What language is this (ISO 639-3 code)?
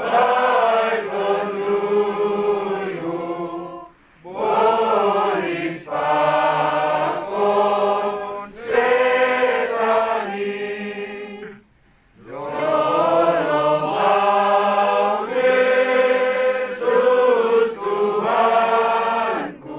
bts